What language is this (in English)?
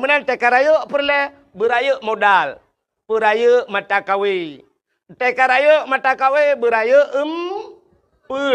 Achinese